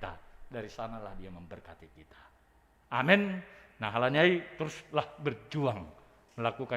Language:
Batak Simalungun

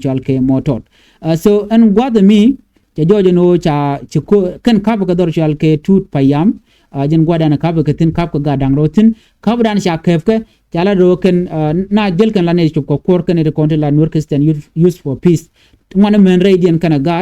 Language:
Nuer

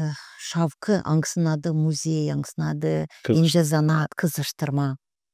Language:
Gagauz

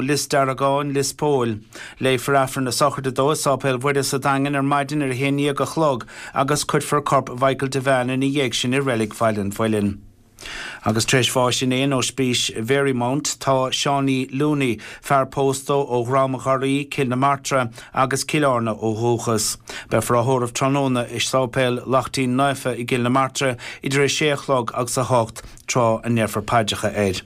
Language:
Irish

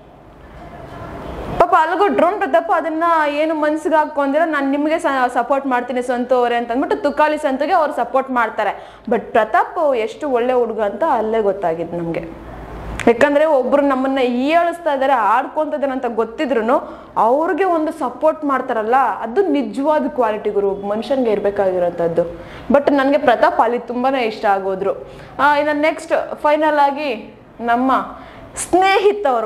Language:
Kannada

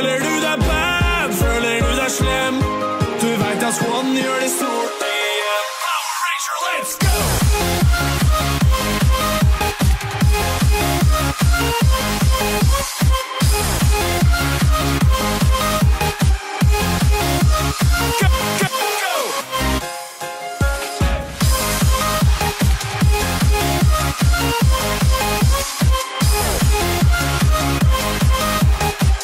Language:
Norwegian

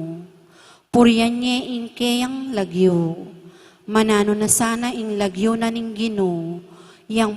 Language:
Pampanga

